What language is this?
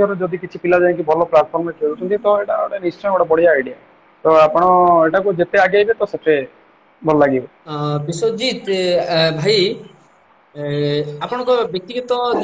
Odia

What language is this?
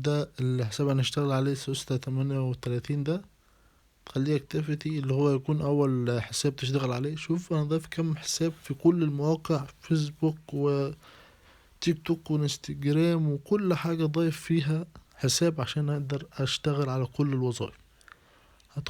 Egyptian Arabic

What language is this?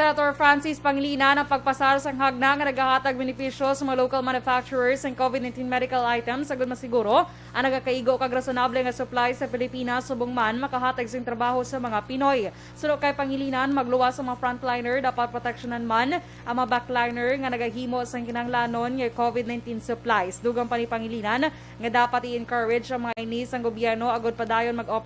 Hiligaynon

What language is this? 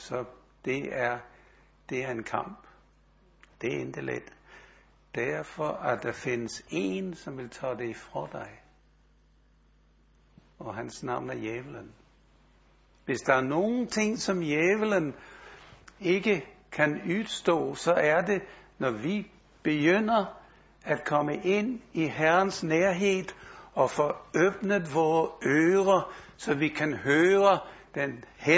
Danish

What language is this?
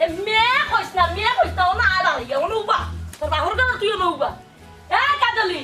Sylheti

